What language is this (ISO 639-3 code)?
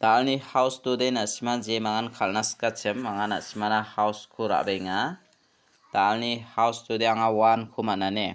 grt